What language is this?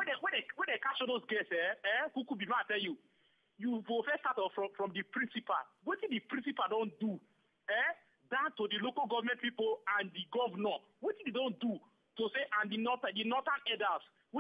Nigerian Pidgin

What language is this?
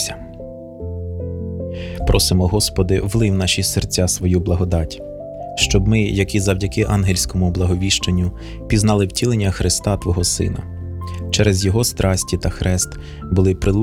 Ukrainian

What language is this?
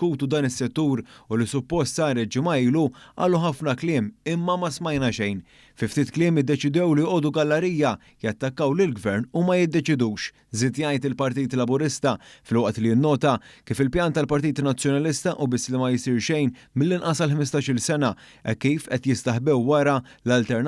Maltese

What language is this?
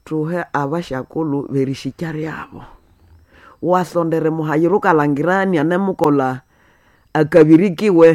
Nande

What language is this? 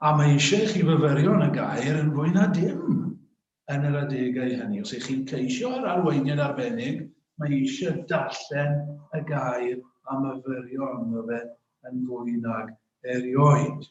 Welsh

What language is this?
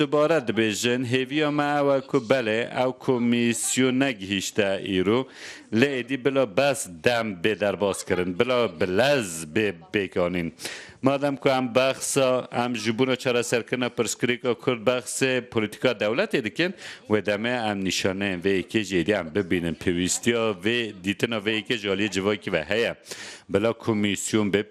Kurdish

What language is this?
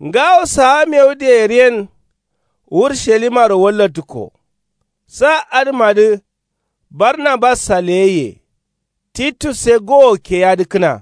Kanuri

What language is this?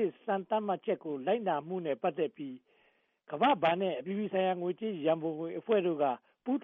Burmese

